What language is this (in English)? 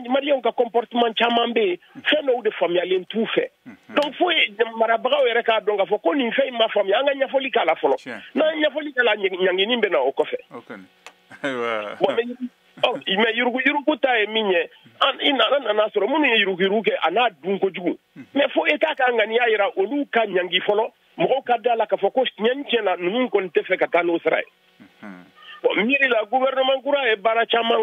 Bambara